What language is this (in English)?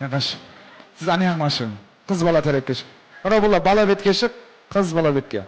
Kara-Kalpak